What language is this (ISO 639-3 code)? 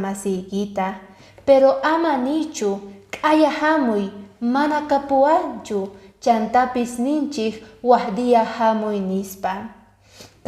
que